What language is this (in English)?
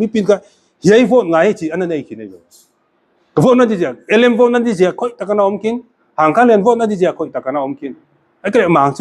Paite Chin